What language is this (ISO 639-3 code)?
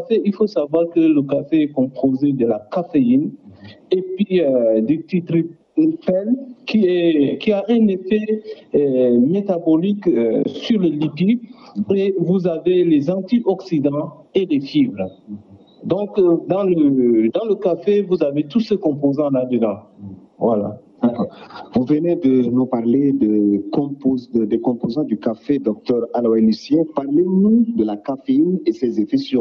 fra